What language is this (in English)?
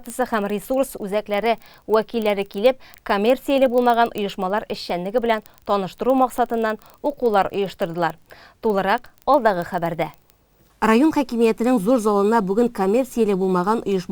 Tatar